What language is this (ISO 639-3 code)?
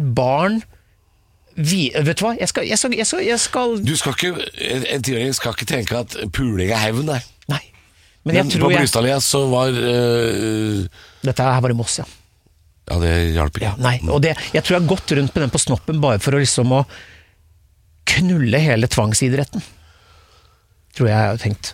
nor